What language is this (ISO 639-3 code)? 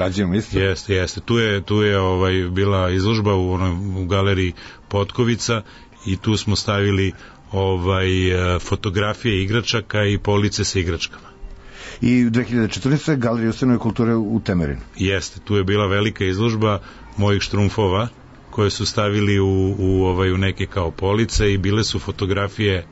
srp